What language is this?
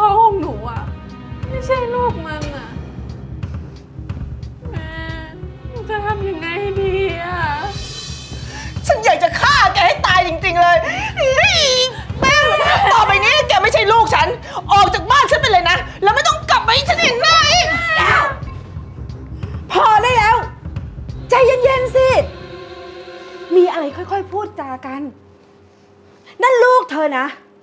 Thai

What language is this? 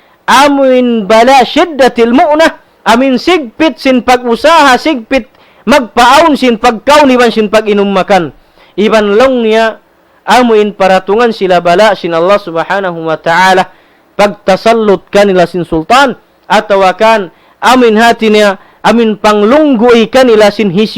Tausug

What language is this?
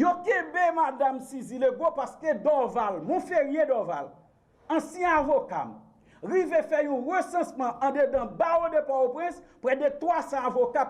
Haitian Creole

